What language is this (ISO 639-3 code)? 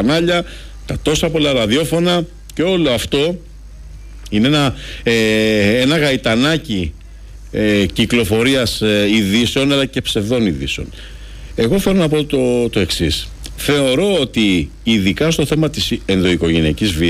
ell